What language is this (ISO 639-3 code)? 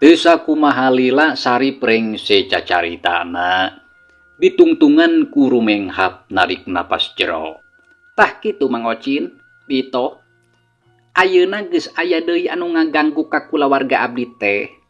sun